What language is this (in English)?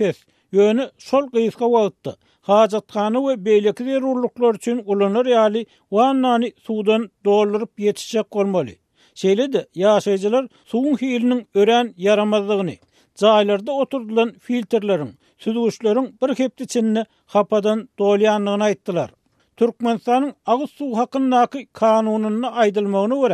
Turkmen